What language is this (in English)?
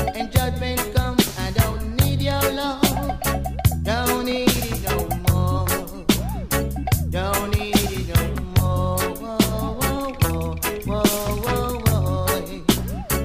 English